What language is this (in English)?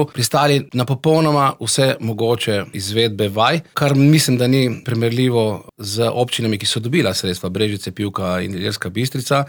Slovenian